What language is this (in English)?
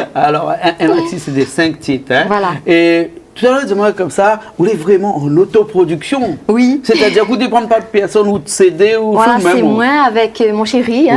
Réunion Creole French